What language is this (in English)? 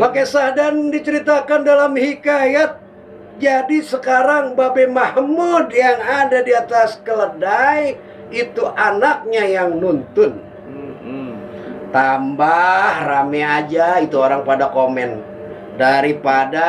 Betawi